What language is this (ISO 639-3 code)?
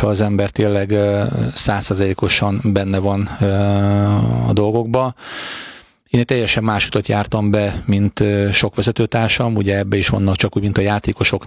hun